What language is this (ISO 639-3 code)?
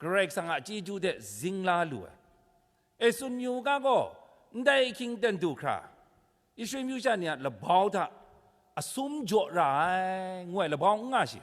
kac